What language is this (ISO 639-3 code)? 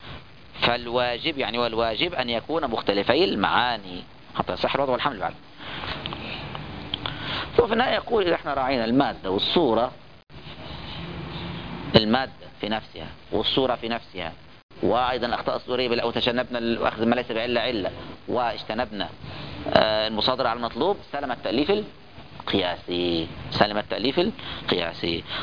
ara